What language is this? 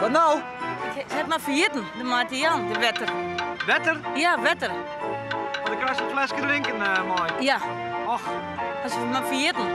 Western Frisian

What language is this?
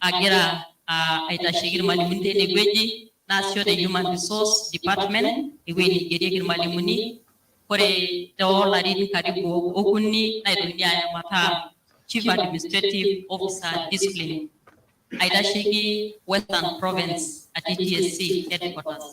Masai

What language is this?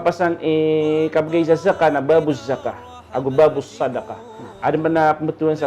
Maranao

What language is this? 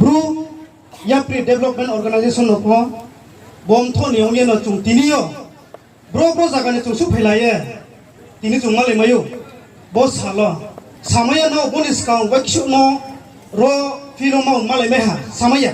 Riang (India)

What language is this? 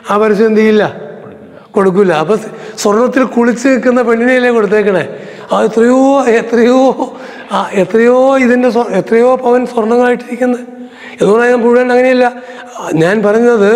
Malayalam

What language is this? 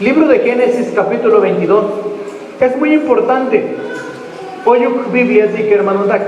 Tzotzil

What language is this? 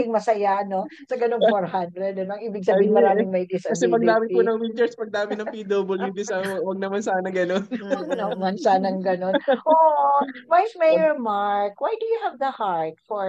Filipino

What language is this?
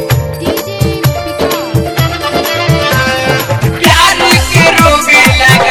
Bhojpuri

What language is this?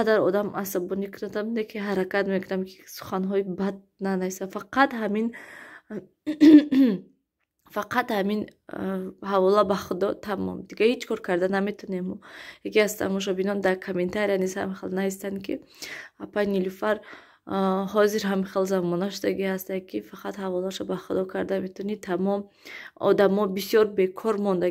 Tajik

